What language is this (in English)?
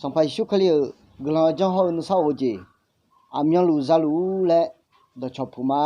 Akha